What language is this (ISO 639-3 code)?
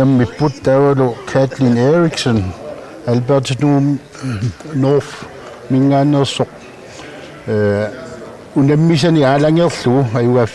kal